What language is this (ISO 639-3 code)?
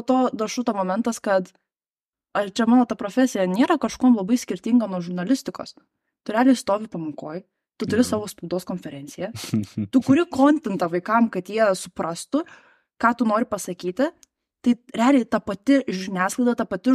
lit